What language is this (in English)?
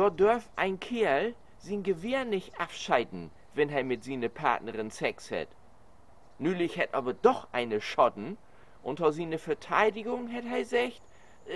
Low German